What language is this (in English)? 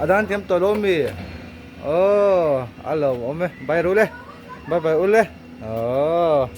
Mizo